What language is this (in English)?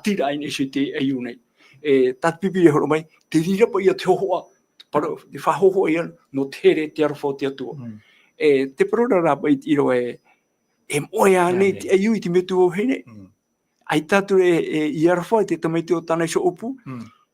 Tahitian